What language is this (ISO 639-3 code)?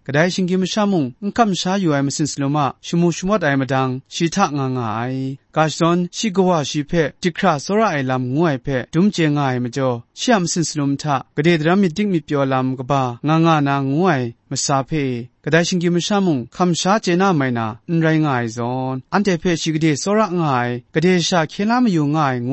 kac